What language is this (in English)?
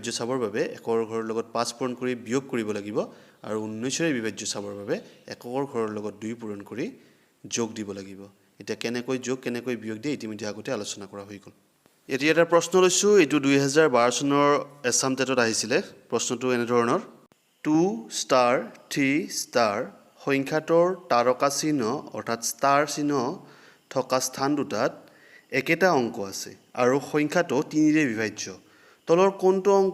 Assamese